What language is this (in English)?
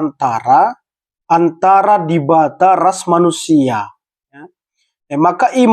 Batak Karo